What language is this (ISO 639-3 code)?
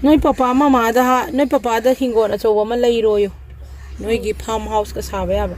mni